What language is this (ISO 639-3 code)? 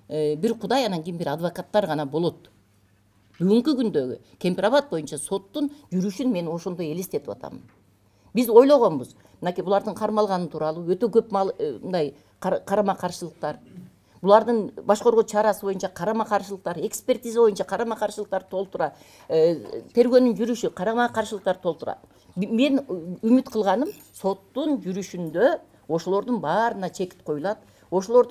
kir